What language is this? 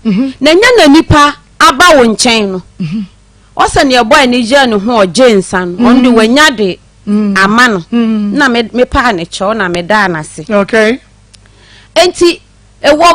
Akan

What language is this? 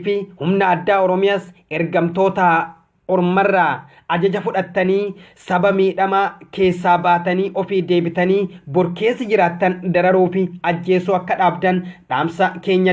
Oromo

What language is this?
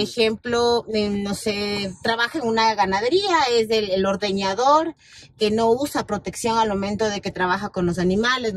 Spanish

